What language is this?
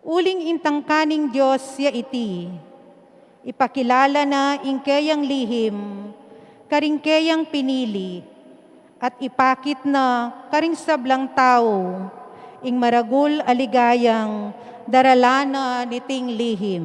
Pampanga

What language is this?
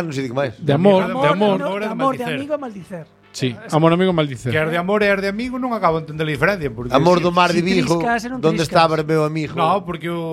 Galician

